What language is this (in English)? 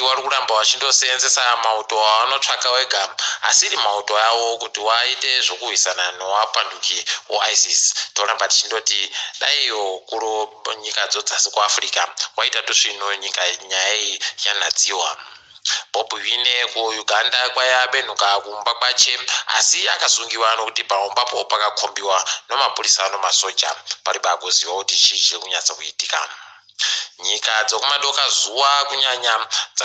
Ndau